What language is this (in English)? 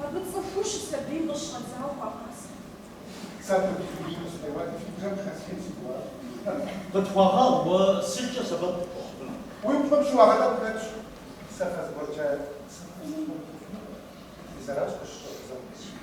Kabardian